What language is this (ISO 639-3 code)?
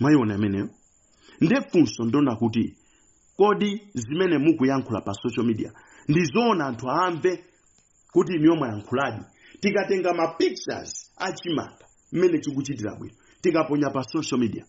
nya